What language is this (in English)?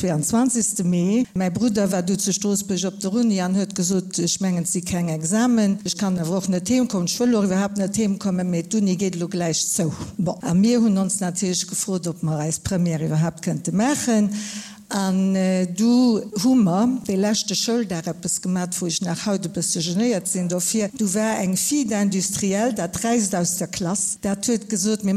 Luxembourgish